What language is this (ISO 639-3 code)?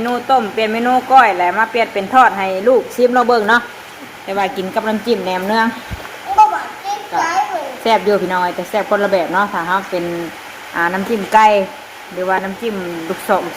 tts